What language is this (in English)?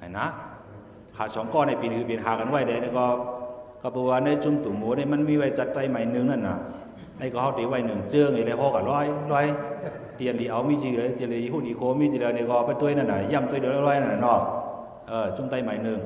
Shan